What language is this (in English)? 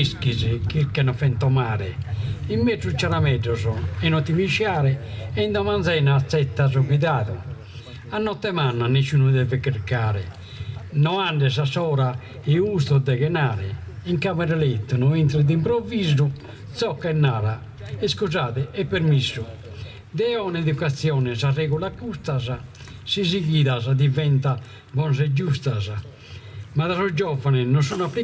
Sardinian